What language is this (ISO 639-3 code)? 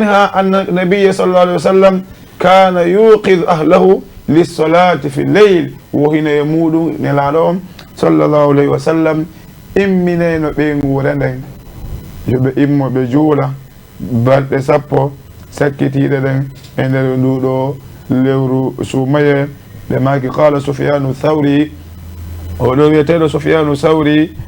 ful